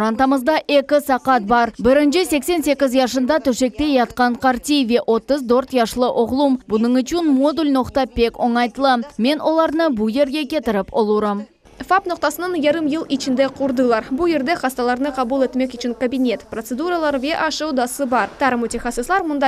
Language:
Crimean Tatar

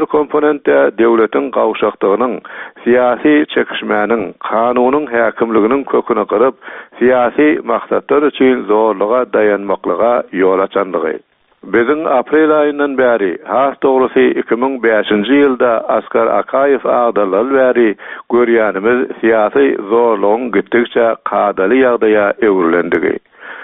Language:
Turkmen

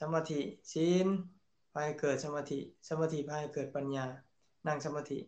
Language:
Lao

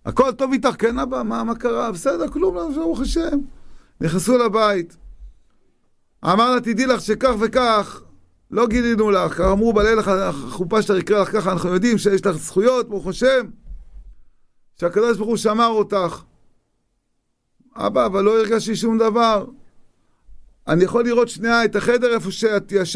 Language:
Hebrew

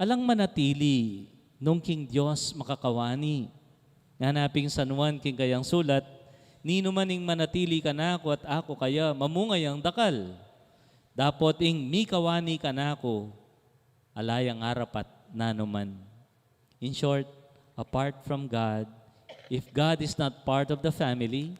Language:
Pampanga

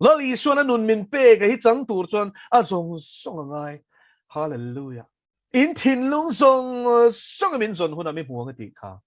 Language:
Mizo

